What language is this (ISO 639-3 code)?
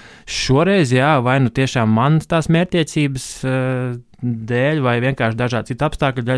lav